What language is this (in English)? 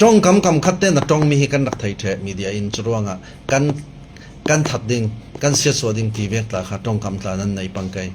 Falam Chin